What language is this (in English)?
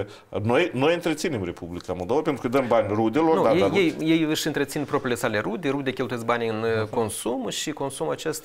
Romanian